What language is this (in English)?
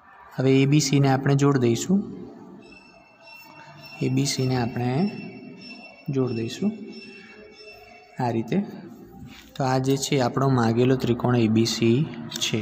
Gujarati